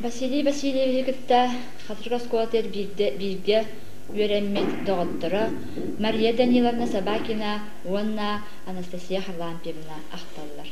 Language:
Yakut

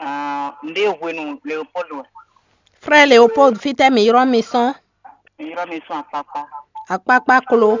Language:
Fon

